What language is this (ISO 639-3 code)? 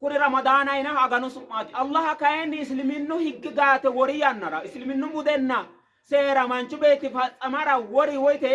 sid